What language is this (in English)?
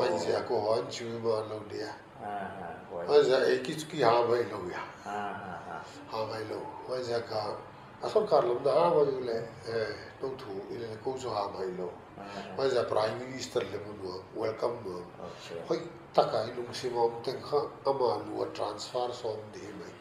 Paite Chin